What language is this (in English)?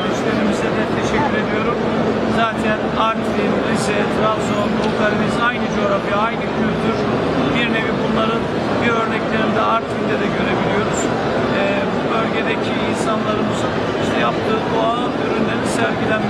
Turkish